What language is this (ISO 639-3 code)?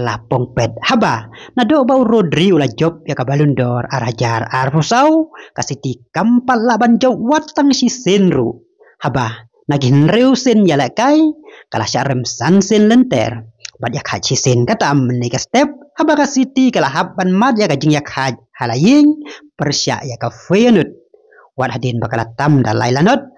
kha